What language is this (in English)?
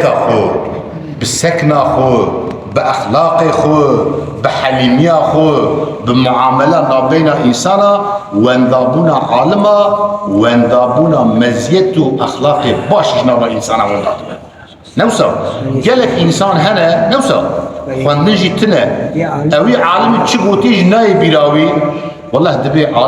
Kurdish